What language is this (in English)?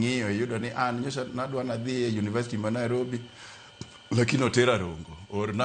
Luo (Kenya and Tanzania)